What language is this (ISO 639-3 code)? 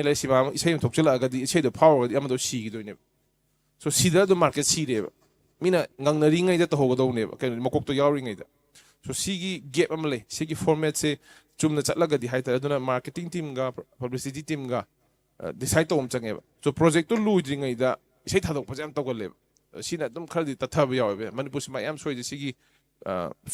mni